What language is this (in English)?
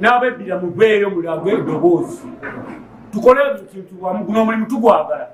Ganda